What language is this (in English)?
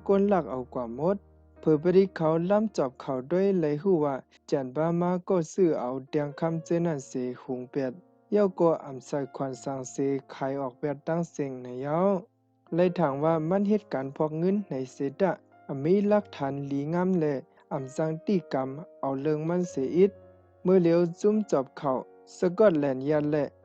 Shan